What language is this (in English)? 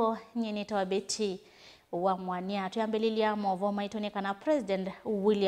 Kamba